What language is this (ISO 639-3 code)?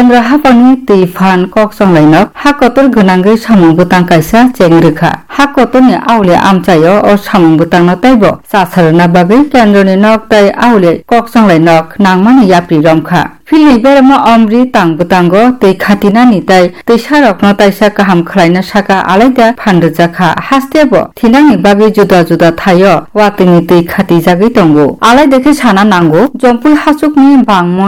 trp